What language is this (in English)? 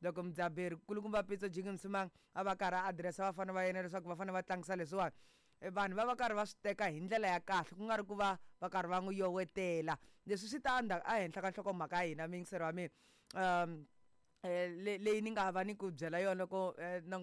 Tsonga